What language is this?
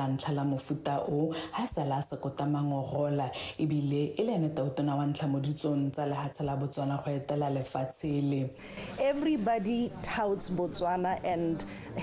Tswana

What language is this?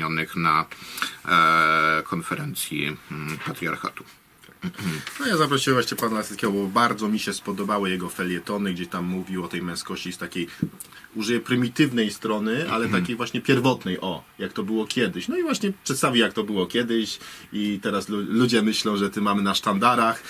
Polish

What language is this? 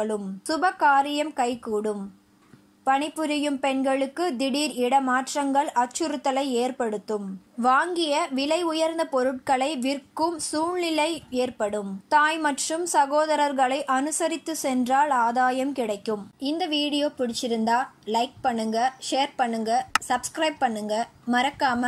Tamil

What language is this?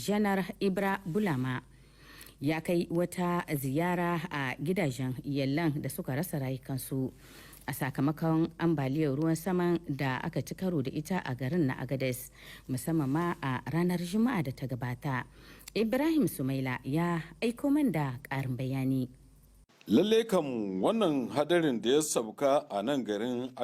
Hausa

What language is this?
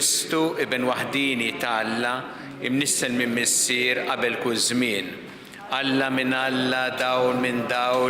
Maltese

